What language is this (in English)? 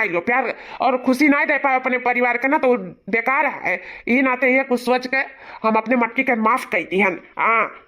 Awadhi